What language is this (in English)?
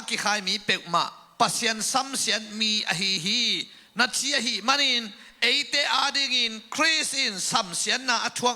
Tedim Chin